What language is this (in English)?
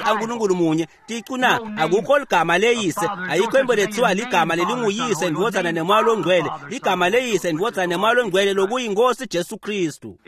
Swati